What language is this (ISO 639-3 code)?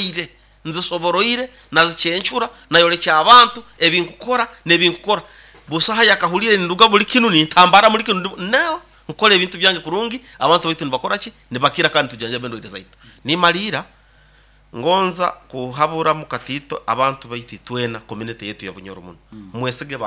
nyo